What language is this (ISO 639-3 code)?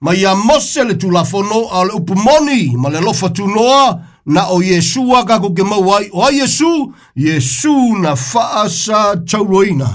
smo